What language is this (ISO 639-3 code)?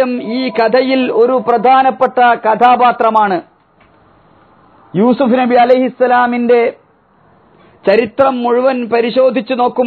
mal